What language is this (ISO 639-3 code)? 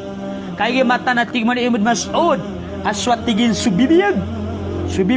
mrw